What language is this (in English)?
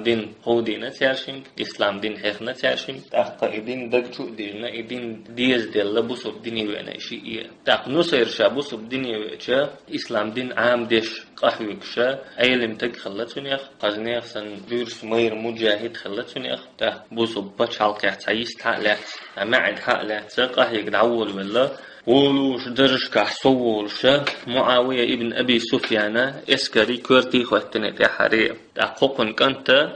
Chechen